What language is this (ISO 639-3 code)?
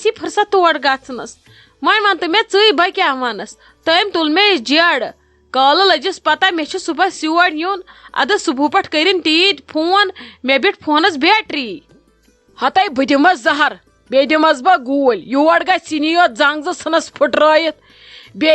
kas